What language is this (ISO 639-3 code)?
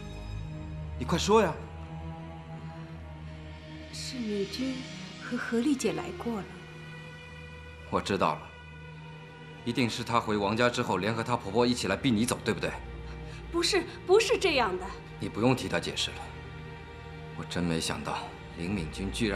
zho